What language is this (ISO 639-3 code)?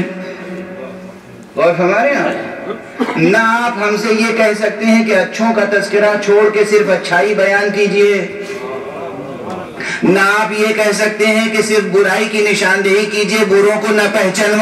urd